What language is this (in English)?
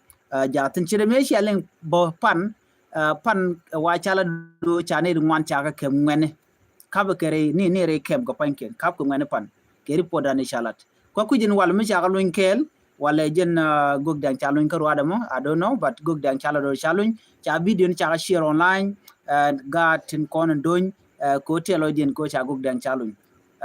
Nuer